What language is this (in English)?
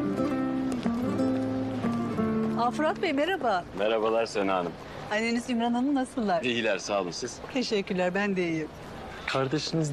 Turkish